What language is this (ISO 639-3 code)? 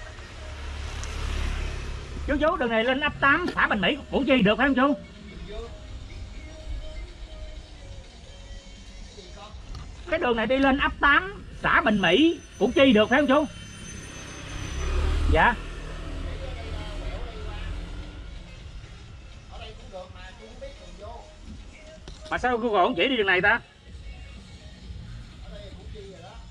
vie